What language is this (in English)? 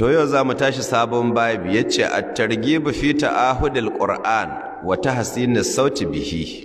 Hausa